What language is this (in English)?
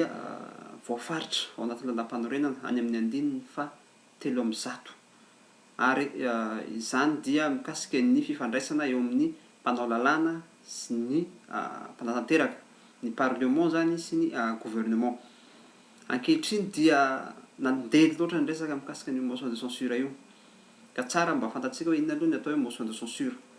Malagasy